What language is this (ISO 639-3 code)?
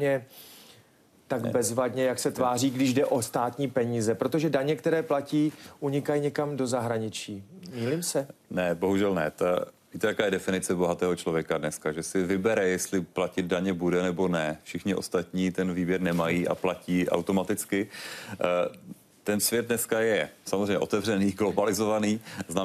ces